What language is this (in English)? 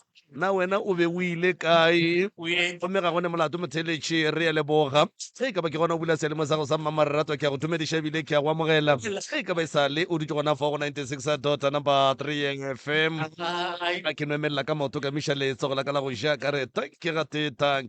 Northern Sotho